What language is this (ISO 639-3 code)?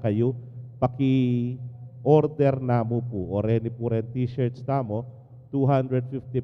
pam